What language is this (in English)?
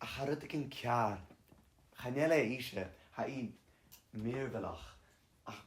Scottish Gaelic